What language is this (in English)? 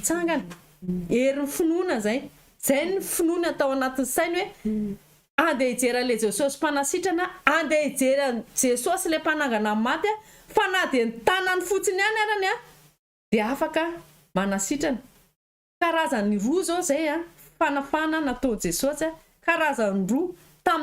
Malagasy